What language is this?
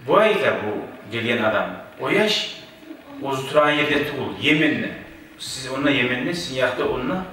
Kumyk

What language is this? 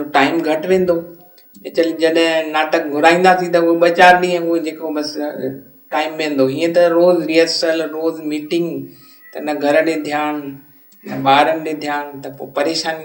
Sindhi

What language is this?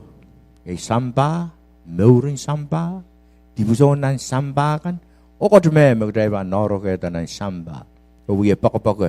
Pohnpeian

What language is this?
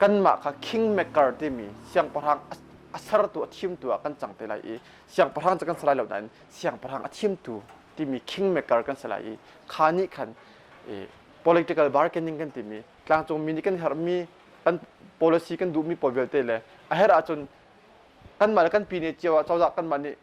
Hakha Chin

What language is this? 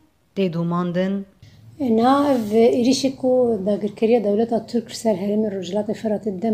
Kurdish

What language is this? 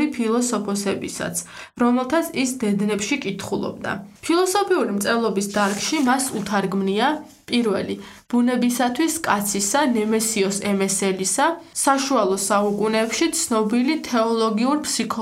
Georgian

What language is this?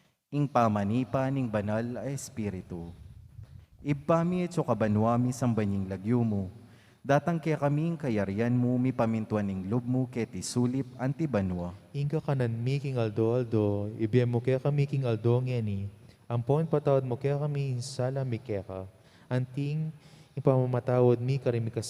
Pampanga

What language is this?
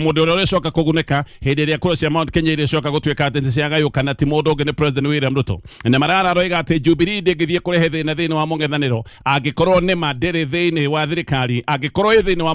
Kikuyu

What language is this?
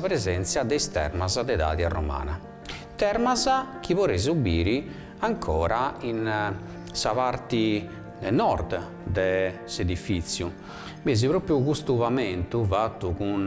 Sardinian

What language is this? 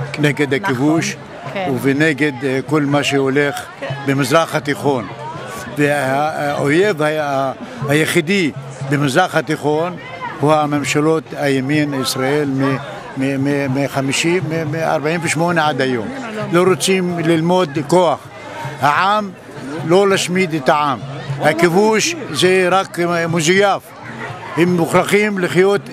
Hebrew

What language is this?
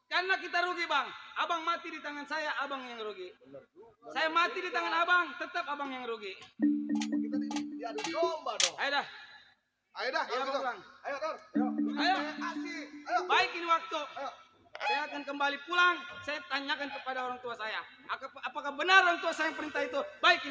Betawi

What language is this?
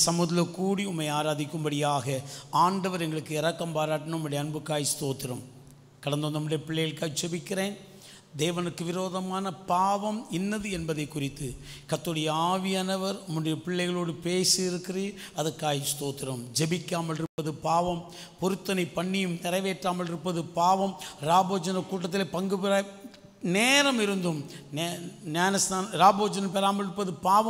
Tamil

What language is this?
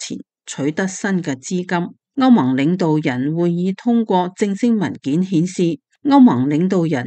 Cantonese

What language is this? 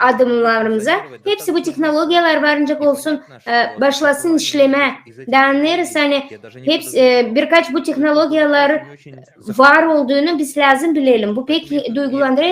Gagauz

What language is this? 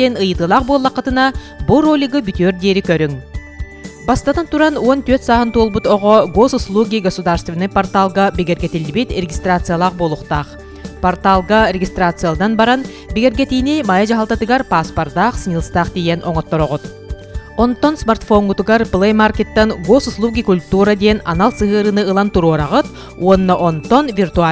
Yakut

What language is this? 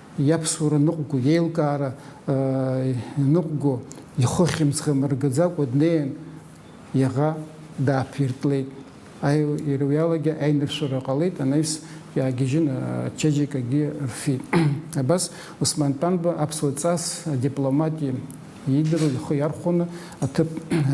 Abkhazian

